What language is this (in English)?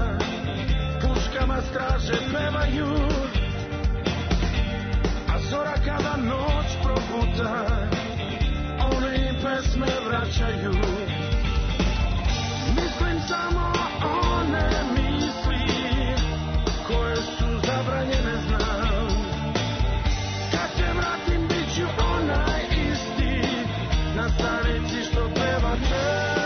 Serbian